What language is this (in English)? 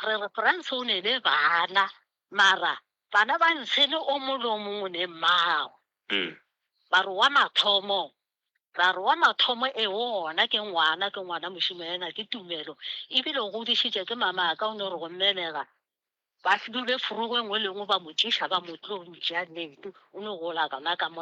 Northern Sotho